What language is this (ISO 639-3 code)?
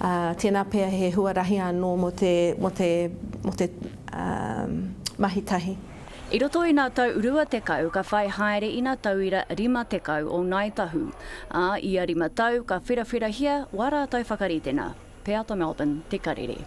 mri